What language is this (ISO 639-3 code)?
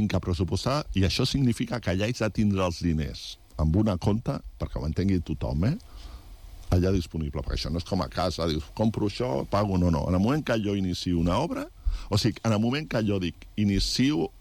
cat